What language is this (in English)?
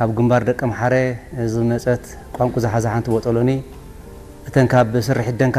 Tigrinya